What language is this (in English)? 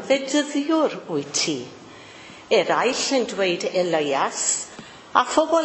Welsh